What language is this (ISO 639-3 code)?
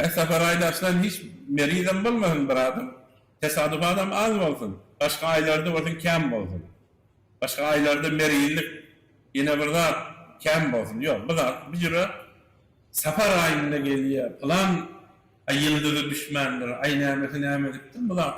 tuk